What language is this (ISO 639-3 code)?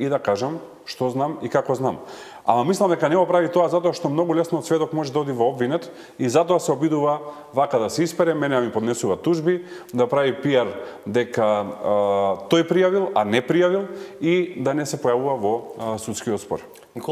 mkd